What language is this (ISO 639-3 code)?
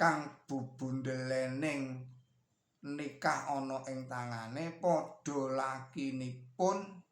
jav